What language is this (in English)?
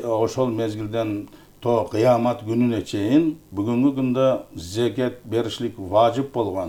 Kyrgyz